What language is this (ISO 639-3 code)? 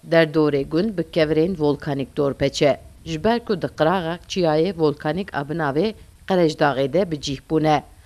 kur